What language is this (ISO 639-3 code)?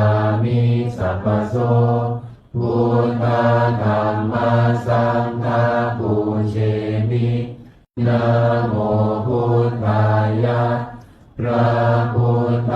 pli